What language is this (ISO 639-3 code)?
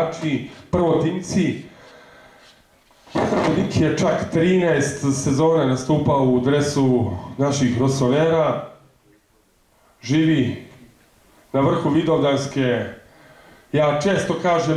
srp